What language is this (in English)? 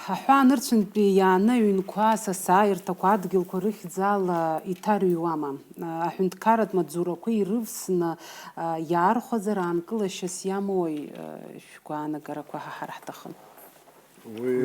Abkhazian